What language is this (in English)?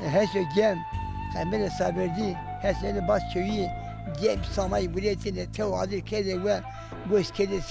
Zaza